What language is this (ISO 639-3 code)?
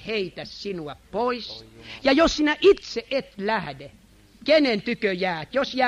fin